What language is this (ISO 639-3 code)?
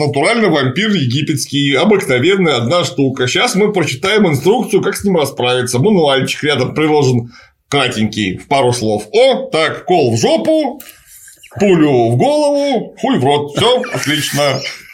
rus